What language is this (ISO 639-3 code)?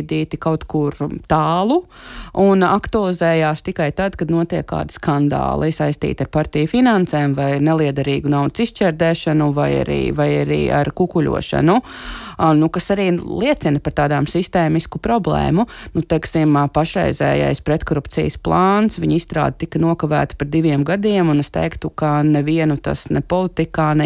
lav